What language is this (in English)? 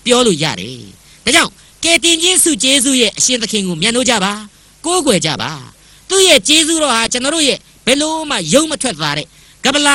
Burmese